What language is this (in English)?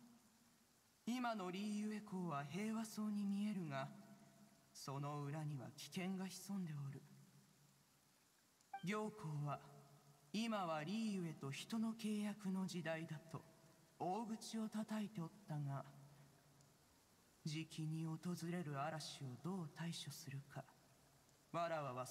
Japanese